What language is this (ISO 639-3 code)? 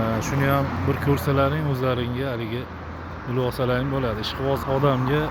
uzb